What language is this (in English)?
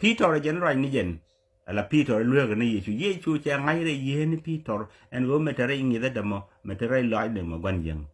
Nuer